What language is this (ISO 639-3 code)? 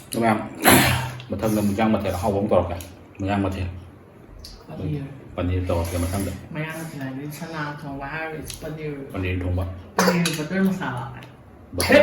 mni